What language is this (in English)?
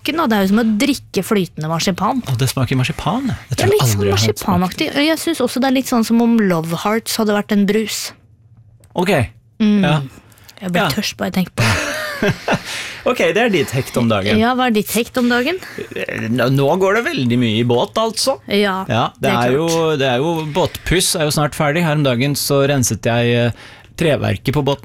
Norwegian